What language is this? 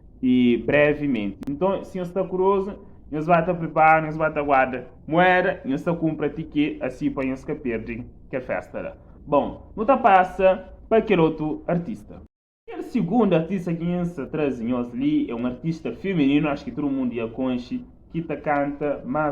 Kabuverdianu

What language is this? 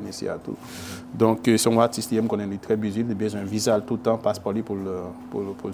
Haitian Creole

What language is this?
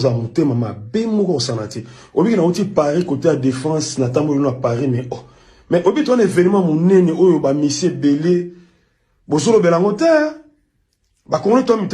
Lingala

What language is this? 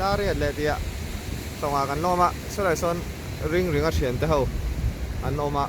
Mizo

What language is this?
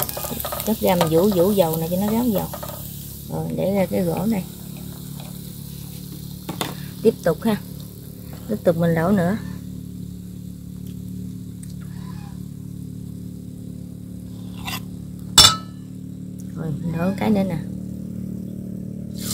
Vietnamese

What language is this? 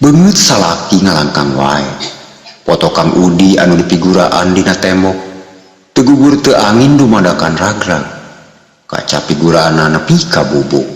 Sundanese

